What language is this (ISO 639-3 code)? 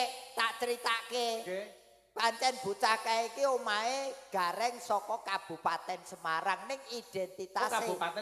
jav